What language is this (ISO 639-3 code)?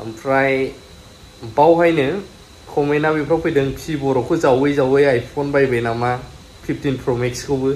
brx